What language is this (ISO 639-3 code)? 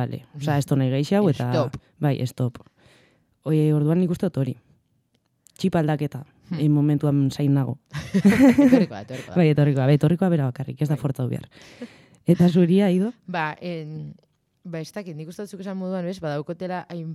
eus